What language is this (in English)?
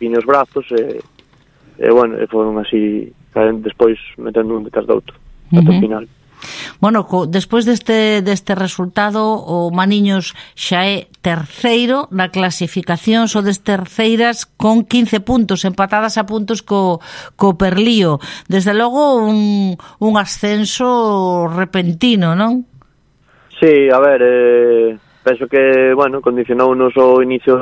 Galician